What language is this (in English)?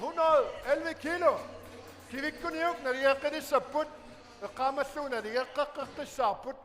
Kalaallisut